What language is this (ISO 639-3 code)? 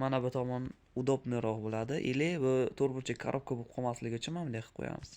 uzb